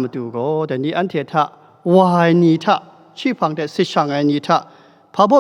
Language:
Kachin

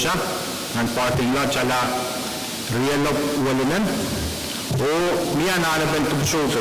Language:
Pohnpeian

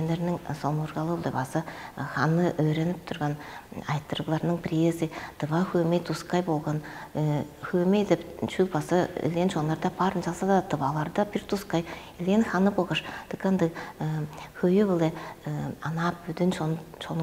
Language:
Tuvinian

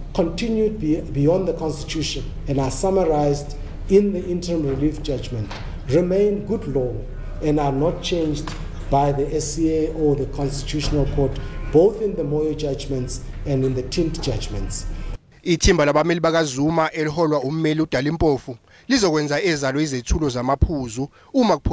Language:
Zulu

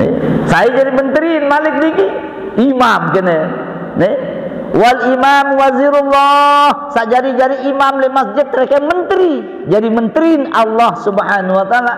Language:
Sasak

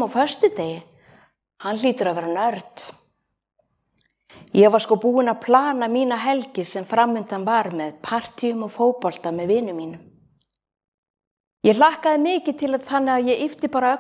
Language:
Icelandic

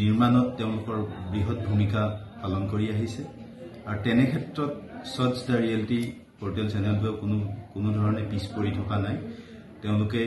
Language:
Assamese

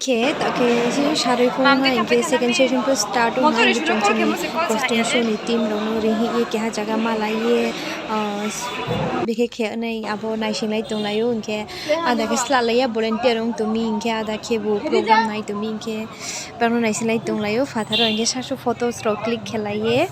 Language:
Riang (India)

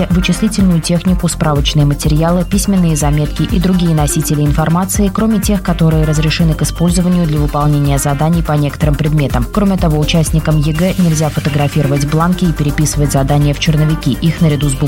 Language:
Russian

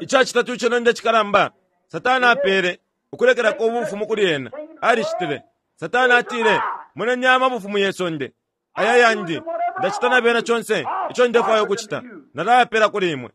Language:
Bemba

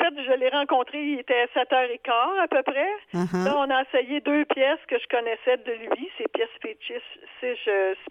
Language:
French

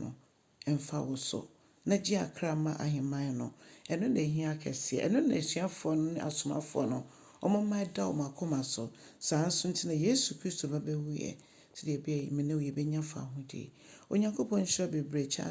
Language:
Akan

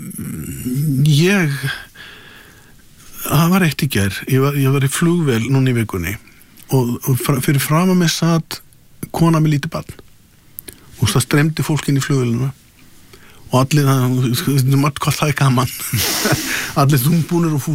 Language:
Icelandic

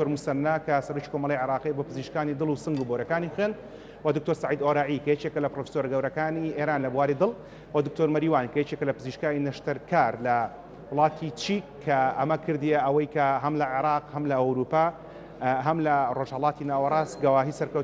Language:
Central Kurdish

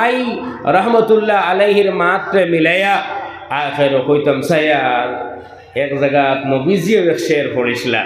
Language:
Sylheti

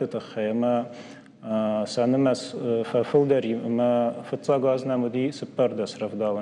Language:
Ossetic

